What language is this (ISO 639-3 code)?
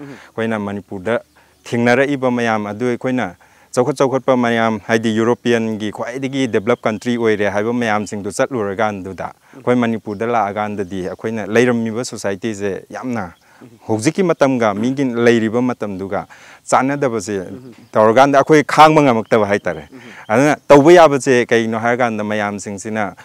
mni